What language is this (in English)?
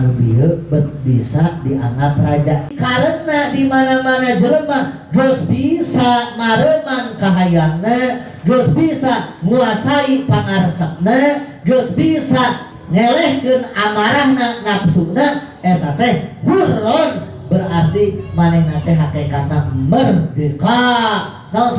Sundanese